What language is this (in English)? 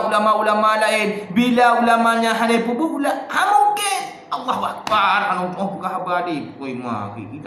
Achinese